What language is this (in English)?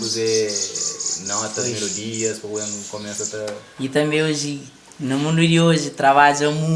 Kabuverdianu